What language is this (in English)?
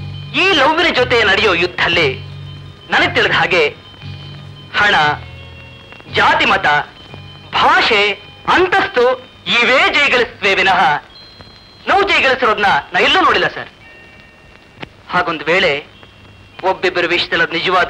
Kannada